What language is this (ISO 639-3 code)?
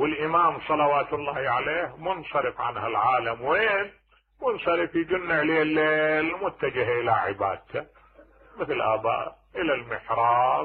acm